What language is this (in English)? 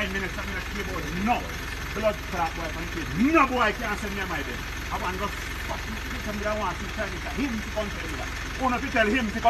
Jamaican Creole English